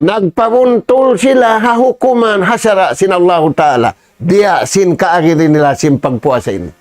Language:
Tausug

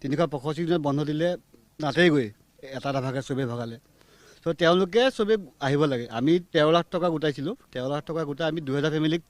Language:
Assamese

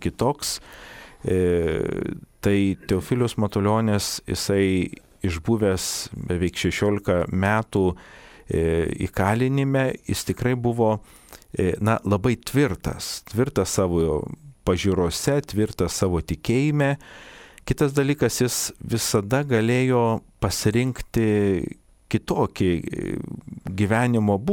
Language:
Lithuanian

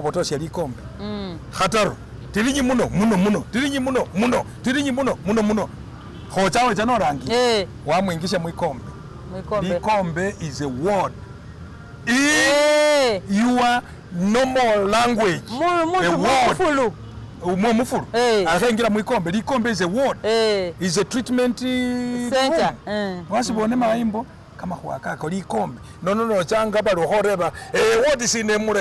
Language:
Masaaba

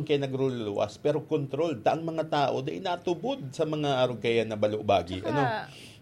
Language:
Bikol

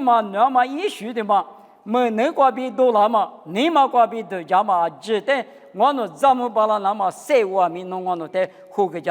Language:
Lisu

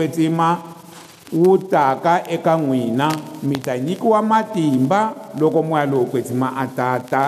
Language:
Tsonga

